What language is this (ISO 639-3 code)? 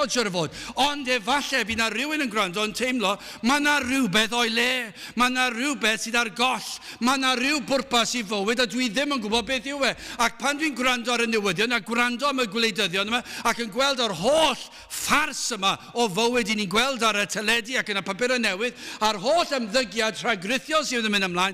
cym